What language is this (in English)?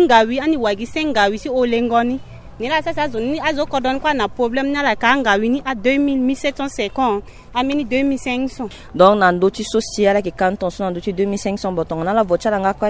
Sango